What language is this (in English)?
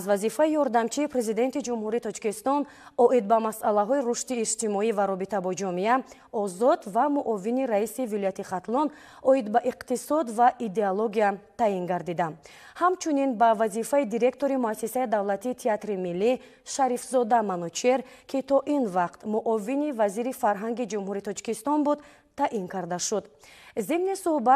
Tajik